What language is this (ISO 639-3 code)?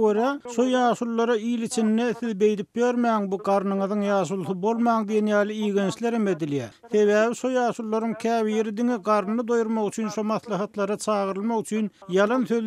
tuk